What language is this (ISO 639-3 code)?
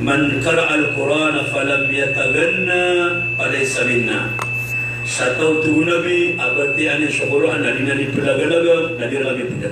mrw